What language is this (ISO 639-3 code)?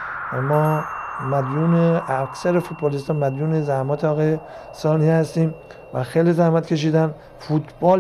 fas